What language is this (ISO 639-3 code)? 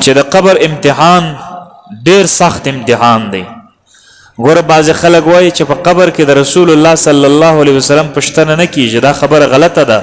pus